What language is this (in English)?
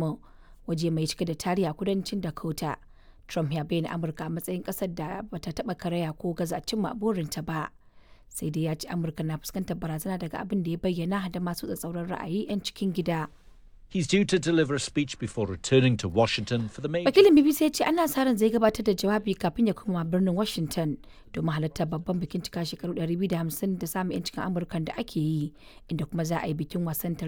Hausa